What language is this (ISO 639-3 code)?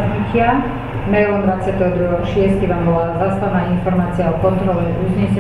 slk